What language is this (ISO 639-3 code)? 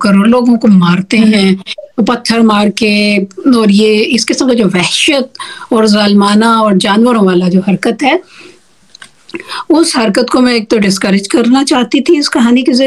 urd